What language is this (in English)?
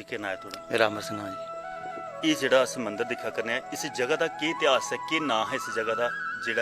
Dogri